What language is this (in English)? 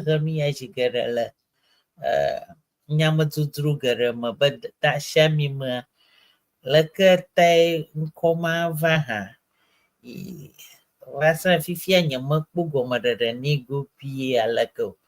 Ewe